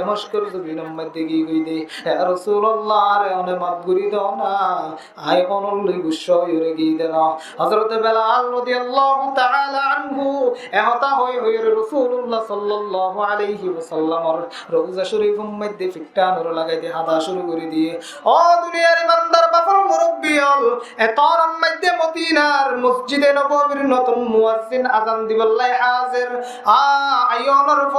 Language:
Rohingya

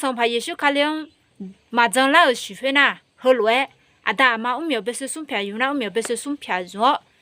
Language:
Akha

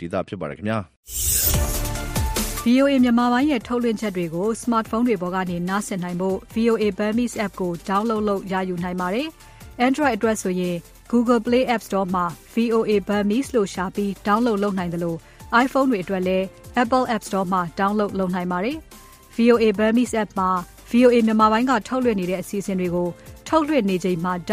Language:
Burmese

